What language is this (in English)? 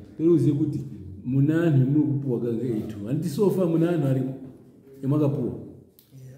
Shona